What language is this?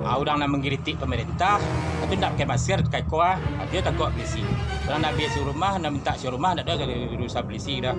Minangkabau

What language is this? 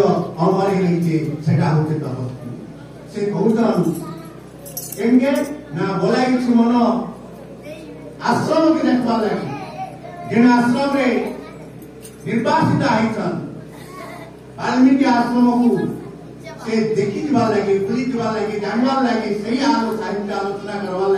Odia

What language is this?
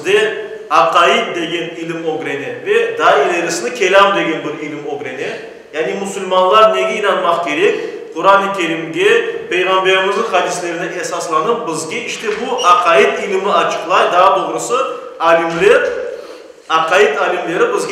Crimean Tatar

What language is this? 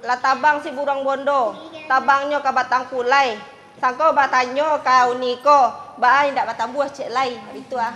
Minangkabau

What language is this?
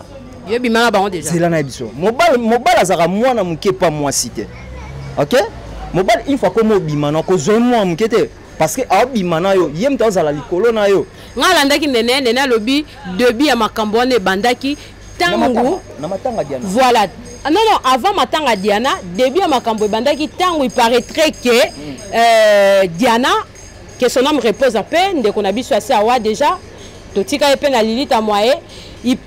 Lingala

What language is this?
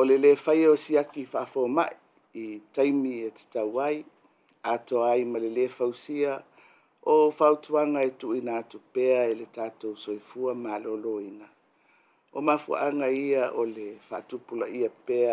Samoan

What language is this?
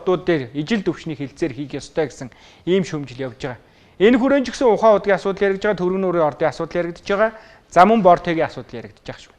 Mongolian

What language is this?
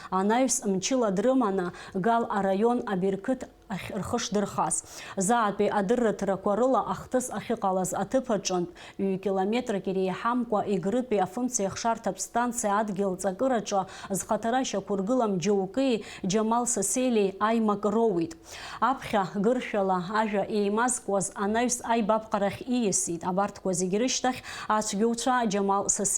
Abkhazian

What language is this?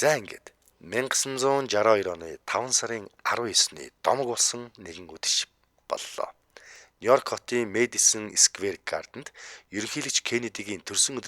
Mongolian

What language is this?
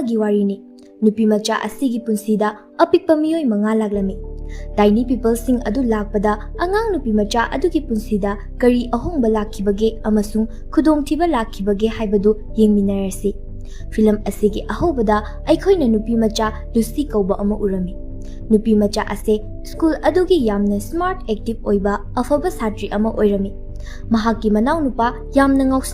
Manipuri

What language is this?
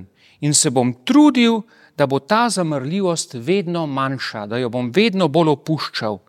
Slovenian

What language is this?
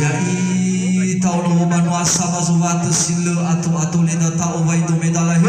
Nias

